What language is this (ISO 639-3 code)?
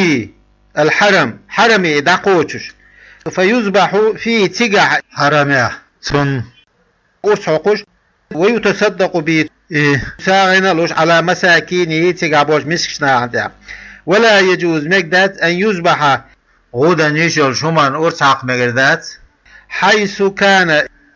che